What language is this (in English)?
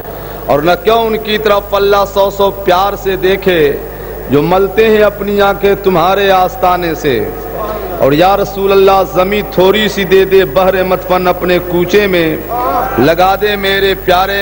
Urdu